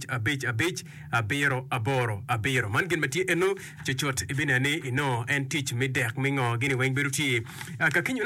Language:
Acoli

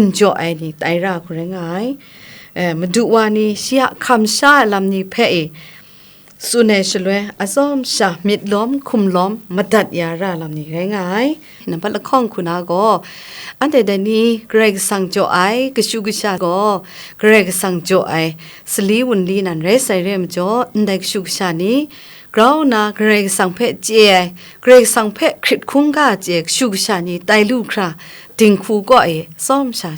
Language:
Kachin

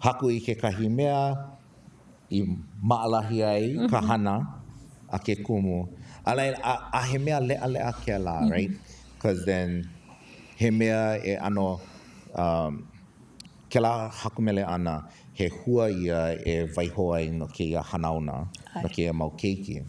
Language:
Hawaiian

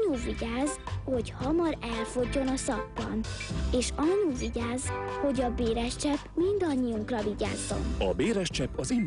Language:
Hungarian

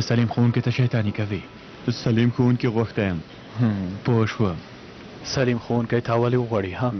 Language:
Pashto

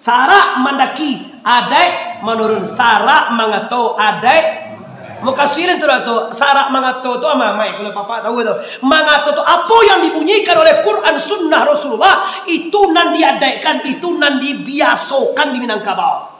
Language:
Minangkabau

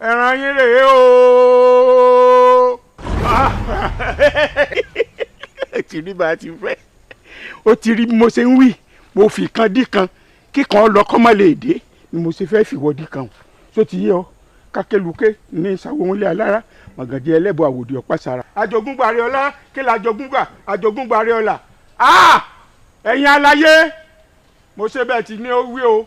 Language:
Yoruba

